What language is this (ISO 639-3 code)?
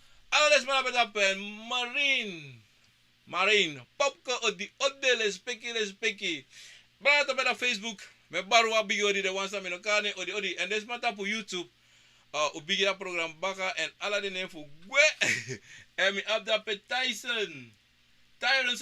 srn